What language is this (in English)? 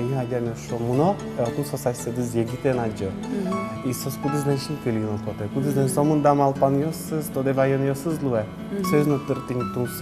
Udmurt